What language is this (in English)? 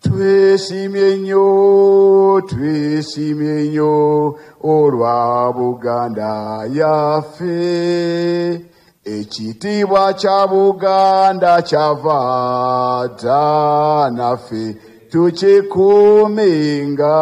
Ganda